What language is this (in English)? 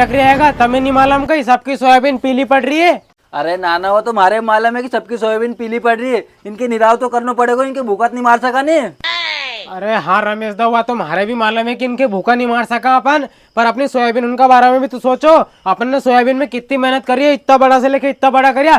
Rajasthani